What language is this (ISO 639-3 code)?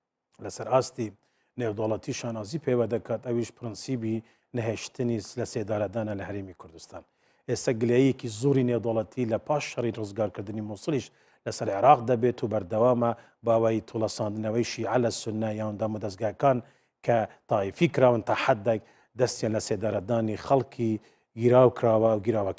ckb